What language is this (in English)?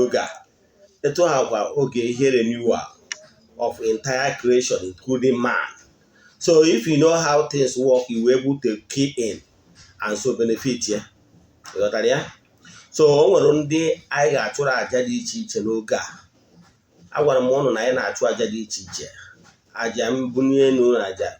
Igbo